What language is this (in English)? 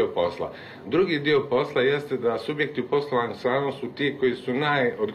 Bosnian